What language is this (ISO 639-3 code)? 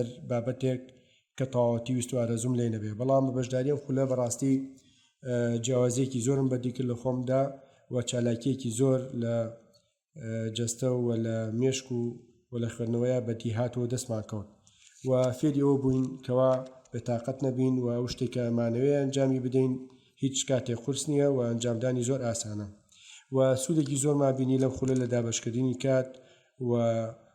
ckb